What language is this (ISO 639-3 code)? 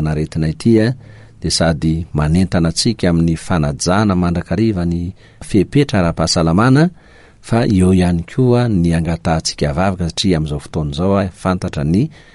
mlg